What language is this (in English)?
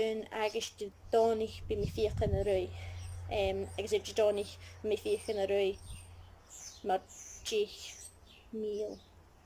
Scottish Gaelic